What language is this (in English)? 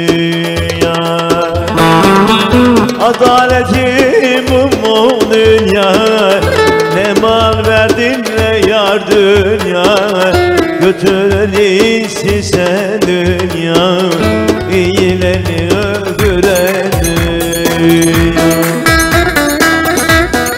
Turkish